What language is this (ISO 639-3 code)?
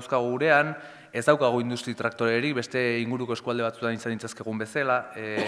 eus